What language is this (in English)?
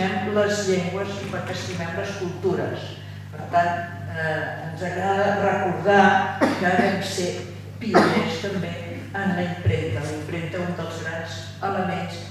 Catalan